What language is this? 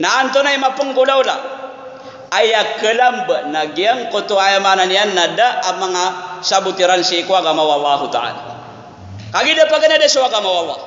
Maranao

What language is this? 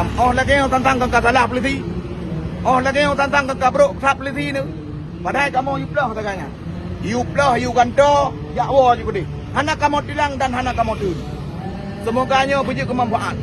Achinese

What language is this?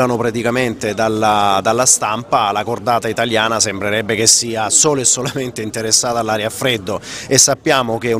Italian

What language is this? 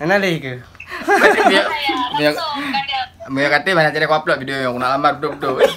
Achinese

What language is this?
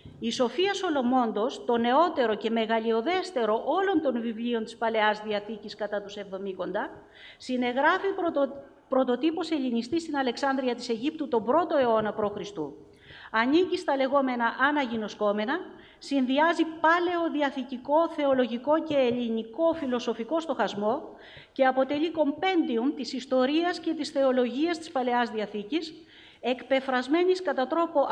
Greek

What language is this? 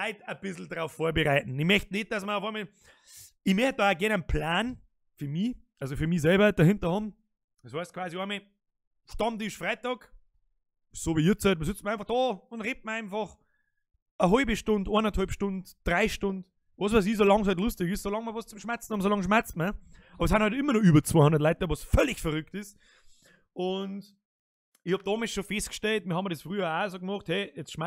Bavarian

